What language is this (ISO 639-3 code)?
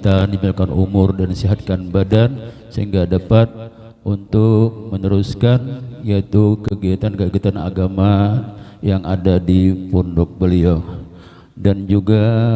bjn